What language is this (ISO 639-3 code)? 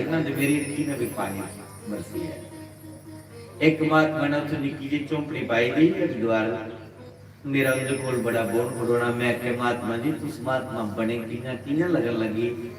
doi